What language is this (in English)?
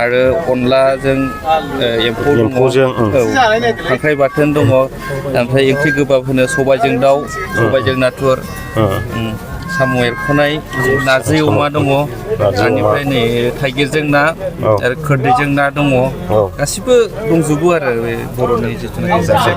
Bodo